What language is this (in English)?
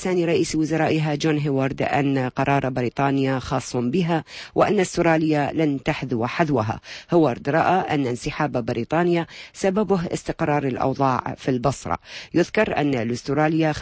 Arabic